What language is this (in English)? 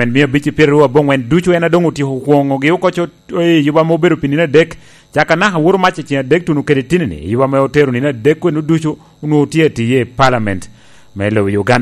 Lango (Uganda)